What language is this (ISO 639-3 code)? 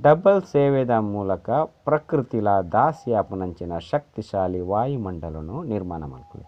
tcy